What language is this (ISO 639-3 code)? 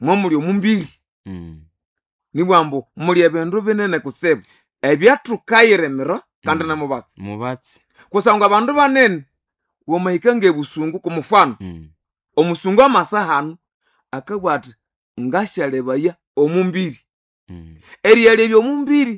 nnb